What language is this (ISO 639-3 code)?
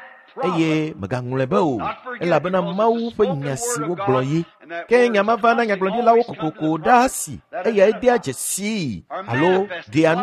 ewe